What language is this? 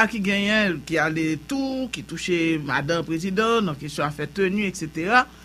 Haitian Creole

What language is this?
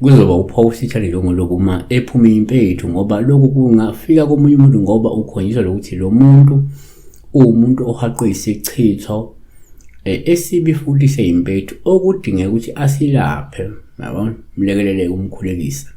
Zulu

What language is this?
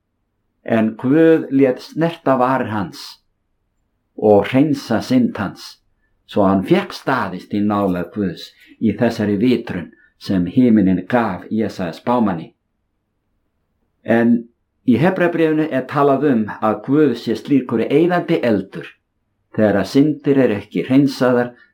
Icelandic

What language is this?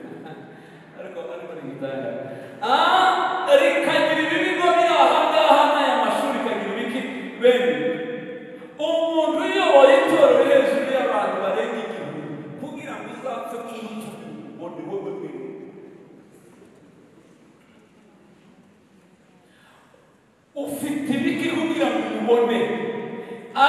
Kinyarwanda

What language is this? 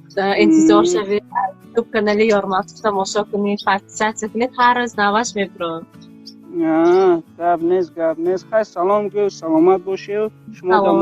Tajik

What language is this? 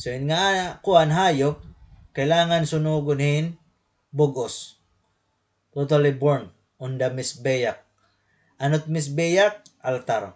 Waray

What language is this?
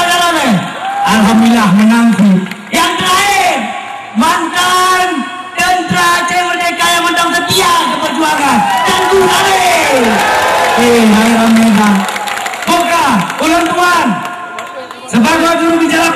Achinese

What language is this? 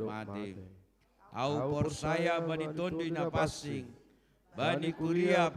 Batak Simalungun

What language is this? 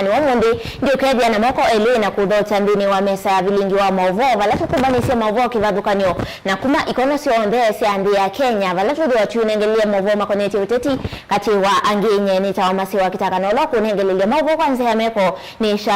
Kamba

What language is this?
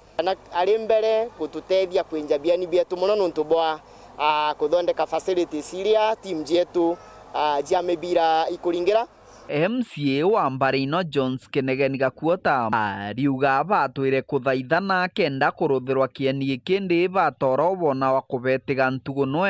Meru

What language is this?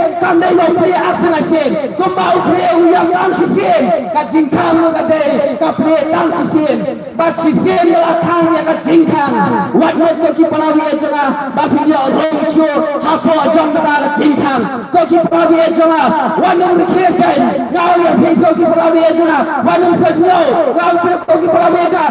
Khasi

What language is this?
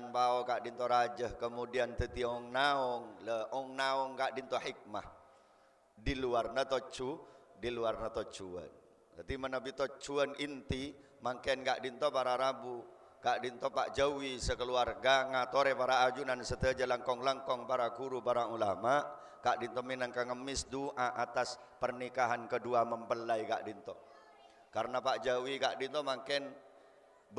Madurese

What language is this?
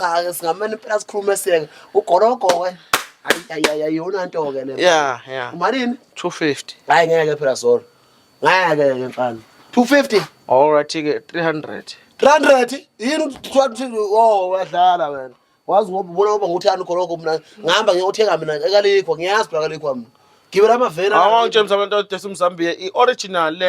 Zulu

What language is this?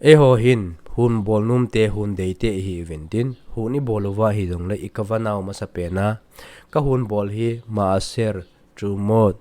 Thado Chin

